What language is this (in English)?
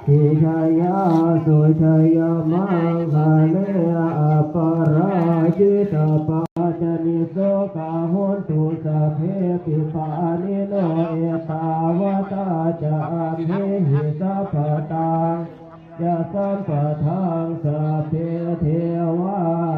Pali